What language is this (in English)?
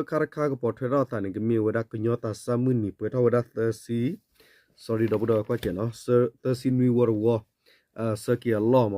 S'gaw Karen